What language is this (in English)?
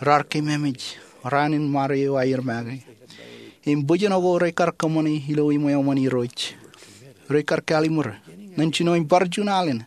Marshallese